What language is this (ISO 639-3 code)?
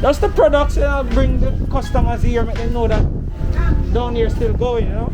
jam